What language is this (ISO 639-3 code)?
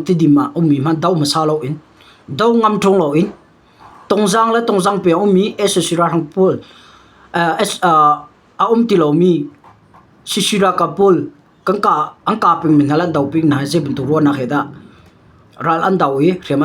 cnh